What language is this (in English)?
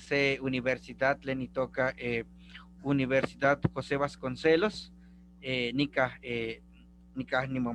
Eastern Huasteca Nahuatl